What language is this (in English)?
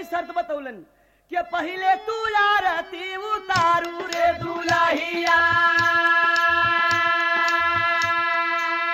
Bhojpuri